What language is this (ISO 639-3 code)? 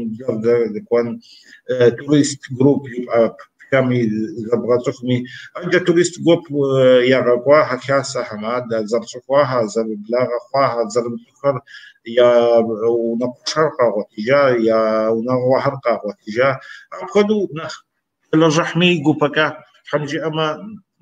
kbd